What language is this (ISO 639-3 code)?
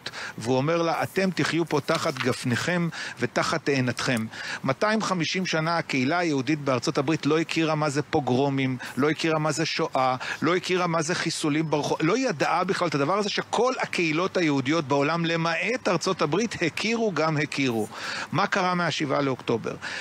heb